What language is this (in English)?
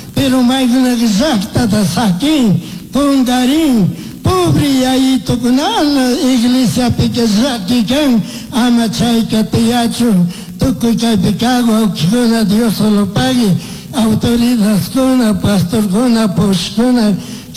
Chimborazo Highland Quichua